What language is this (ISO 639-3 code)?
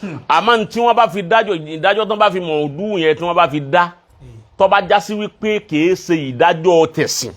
yor